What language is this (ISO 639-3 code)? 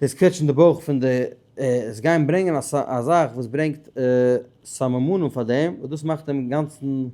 yid